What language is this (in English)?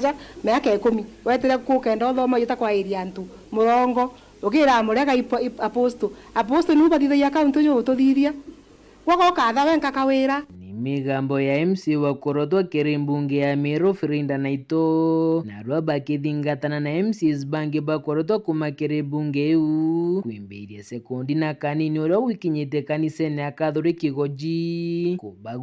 Meru